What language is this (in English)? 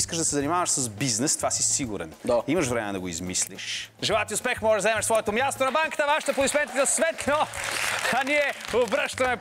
Bulgarian